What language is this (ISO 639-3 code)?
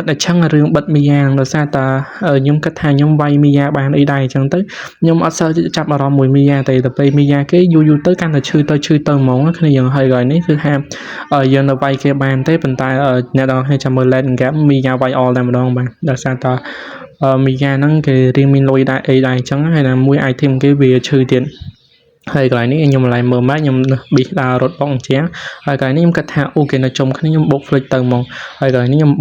khm